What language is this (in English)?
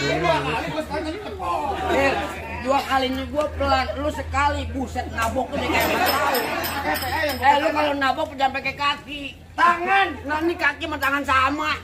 Betawi